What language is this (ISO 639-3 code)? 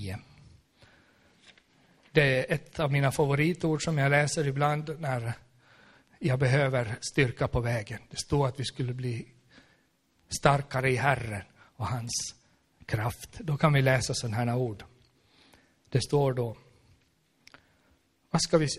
swe